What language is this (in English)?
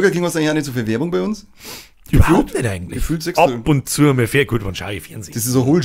Bavarian